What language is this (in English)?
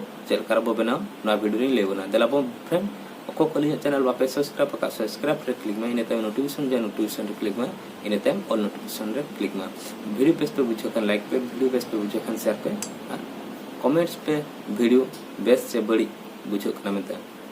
Santali